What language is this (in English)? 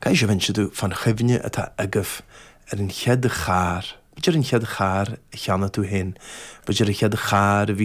Irish